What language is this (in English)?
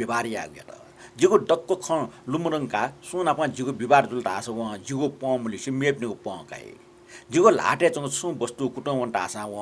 Newari